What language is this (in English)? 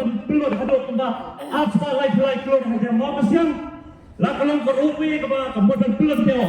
Khasi